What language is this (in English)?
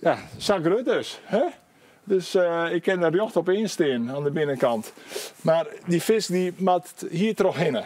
Western Frisian